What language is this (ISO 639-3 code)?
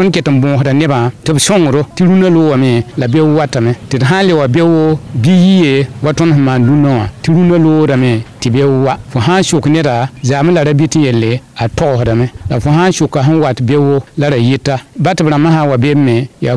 mos